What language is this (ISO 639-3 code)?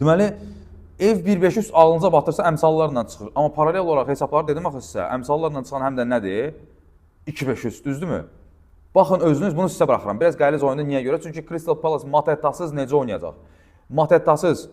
aze